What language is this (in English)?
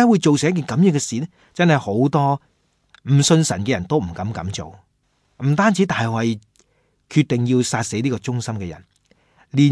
Cantonese